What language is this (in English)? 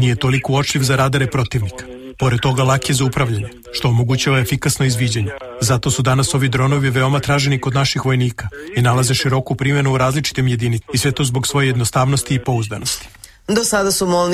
Serbian